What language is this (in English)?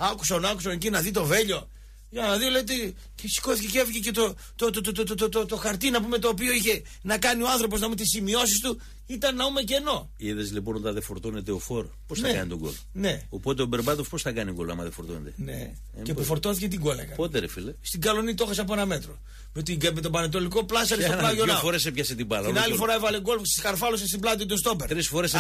Greek